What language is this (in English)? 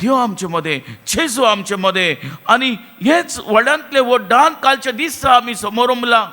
Konkani